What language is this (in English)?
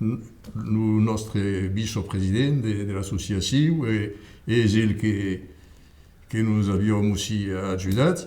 Occitan